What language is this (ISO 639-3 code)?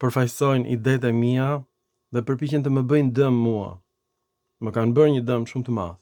sqi